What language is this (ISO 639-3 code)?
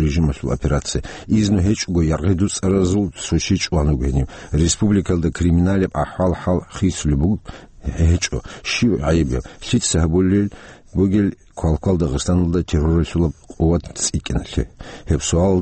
ava